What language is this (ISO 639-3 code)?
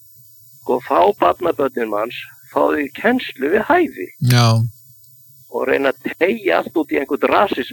isl